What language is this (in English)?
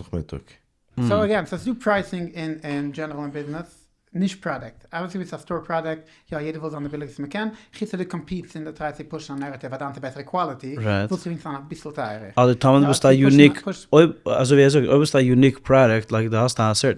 Yiddish